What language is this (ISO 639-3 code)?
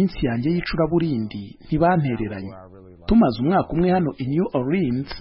kin